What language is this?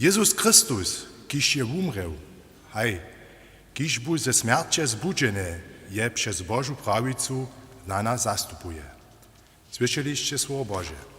Upper Sorbian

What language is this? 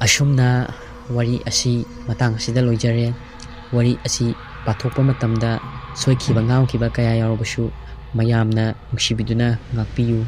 Manipuri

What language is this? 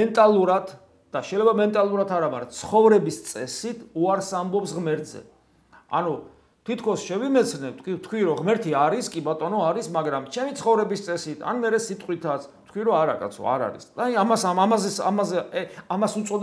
Georgian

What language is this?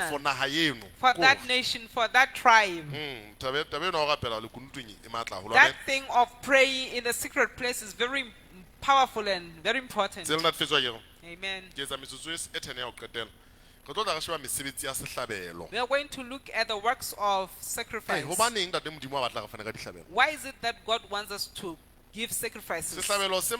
Southern Sotho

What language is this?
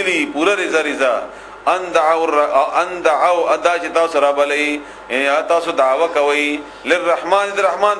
Pashto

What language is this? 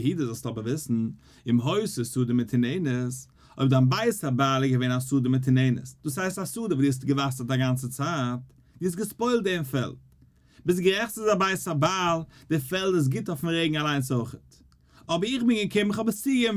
Yiddish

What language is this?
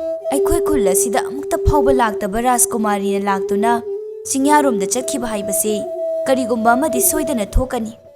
Manipuri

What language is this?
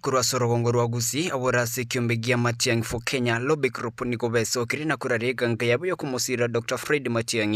Gusii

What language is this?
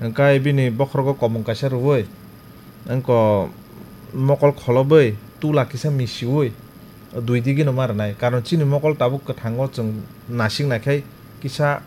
Kok Borok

